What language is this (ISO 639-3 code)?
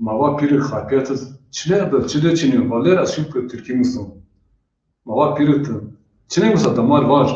zza